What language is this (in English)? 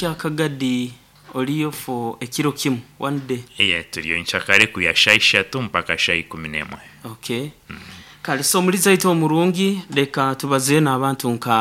Nyankole